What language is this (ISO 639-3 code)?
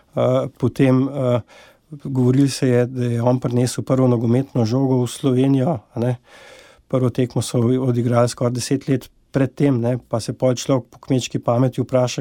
slv